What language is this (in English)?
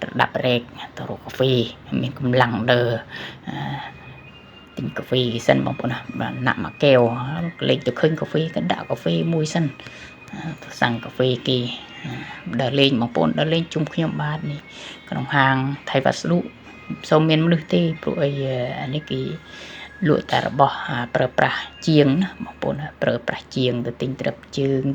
Khmer